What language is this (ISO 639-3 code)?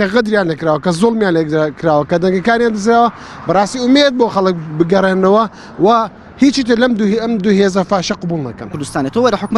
ckb